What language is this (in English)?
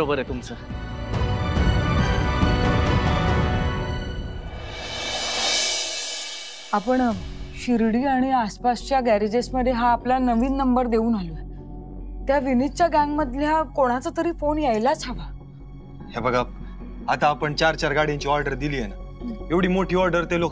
Marathi